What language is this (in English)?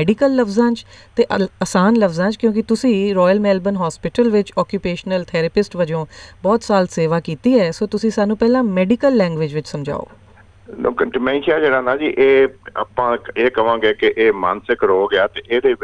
Punjabi